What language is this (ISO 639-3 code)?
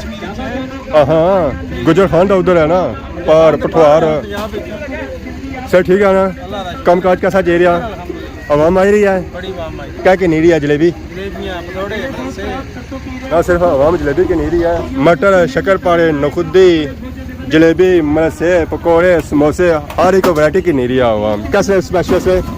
phr